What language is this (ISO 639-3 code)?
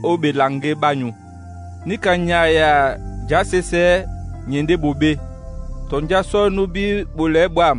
dua